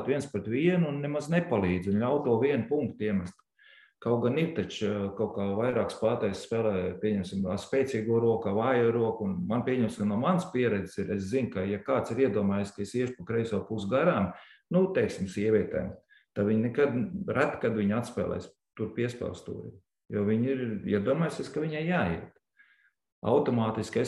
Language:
Latvian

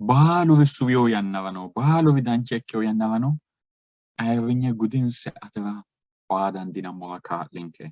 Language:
Sidamo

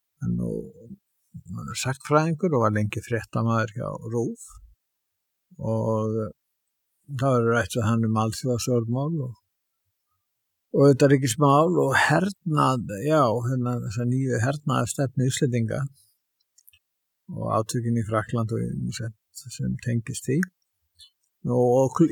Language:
Icelandic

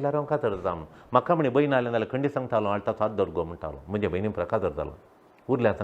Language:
Konkani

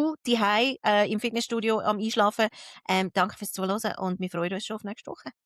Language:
Swiss German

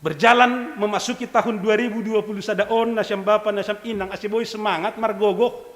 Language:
Batak Simalungun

